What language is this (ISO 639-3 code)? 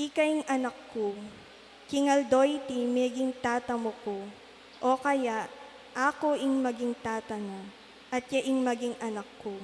pam